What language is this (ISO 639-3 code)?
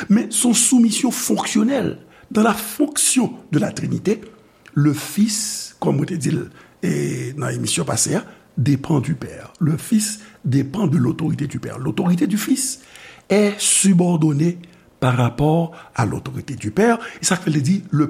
hat